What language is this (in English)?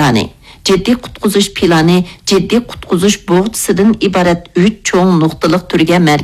Uyghur